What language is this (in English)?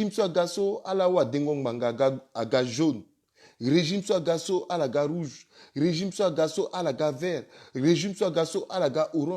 Sango